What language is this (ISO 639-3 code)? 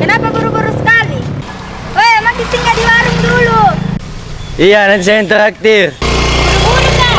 mfp